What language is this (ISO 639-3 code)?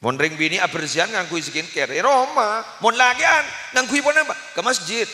mad